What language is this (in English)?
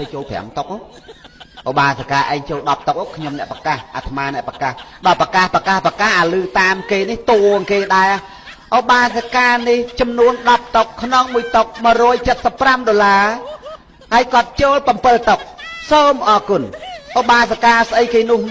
Khmer